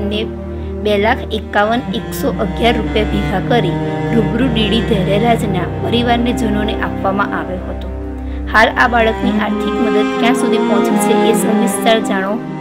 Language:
Gujarati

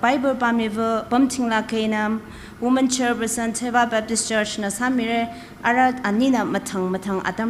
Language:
Tangkhul Naga (India)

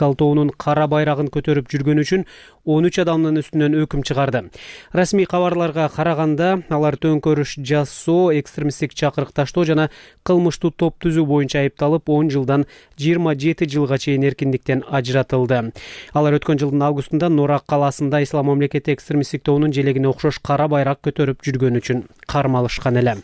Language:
Kyrgyz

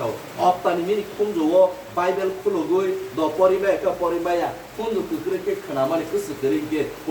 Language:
Kok Borok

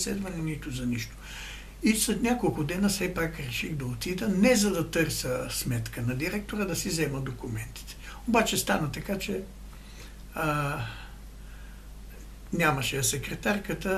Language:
Bulgarian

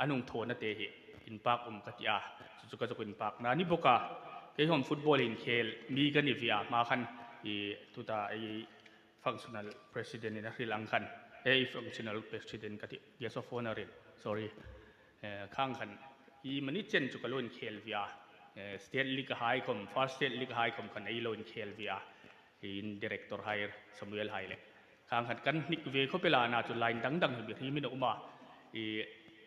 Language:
Hmar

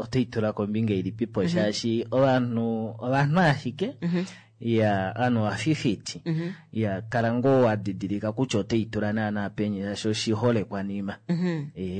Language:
Kuanyama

